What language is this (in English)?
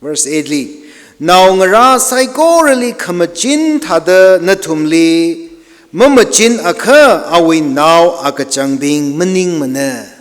Tangkhul Naga (India)